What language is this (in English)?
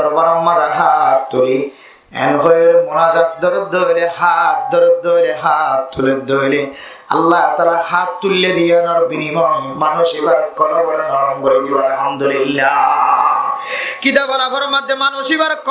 Rohingya